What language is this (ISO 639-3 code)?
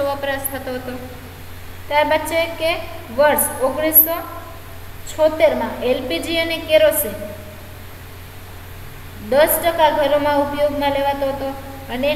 guj